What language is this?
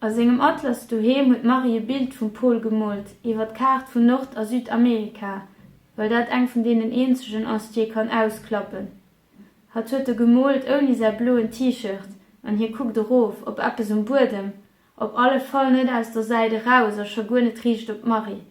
Luxembourgish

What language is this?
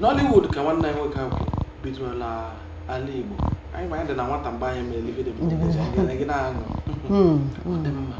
Igbo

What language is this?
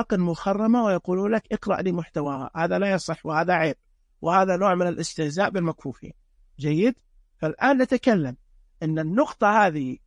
Najdi Arabic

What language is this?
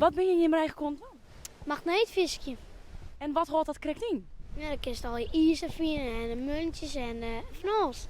Western Frisian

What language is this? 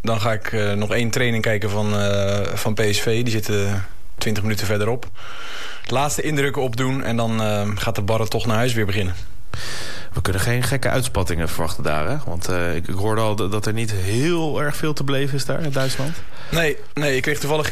Dutch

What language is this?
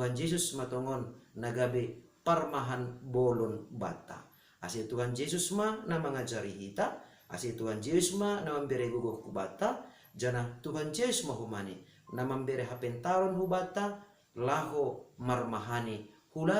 Batak Simalungun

